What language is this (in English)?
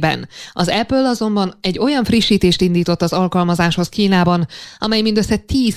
Hungarian